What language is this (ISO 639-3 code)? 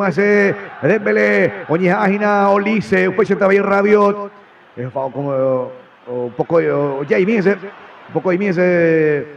grn